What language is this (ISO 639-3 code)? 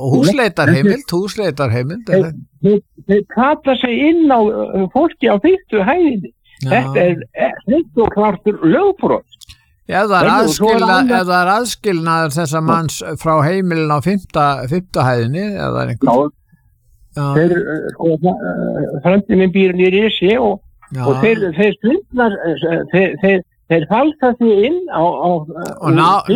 isl